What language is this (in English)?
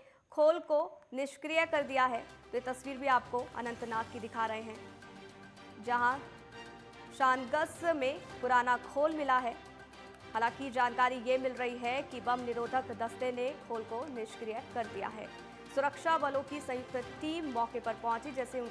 Hindi